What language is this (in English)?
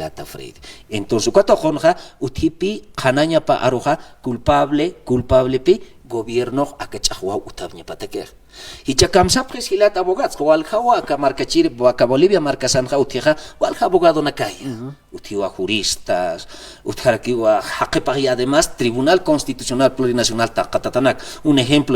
Aymara